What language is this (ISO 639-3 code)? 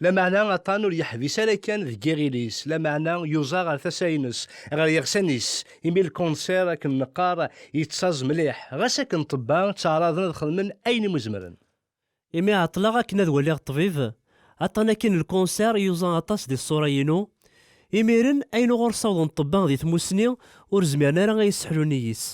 kab